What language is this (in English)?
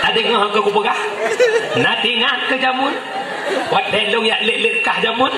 Achinese